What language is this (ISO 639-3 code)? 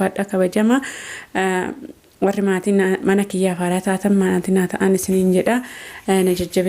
orm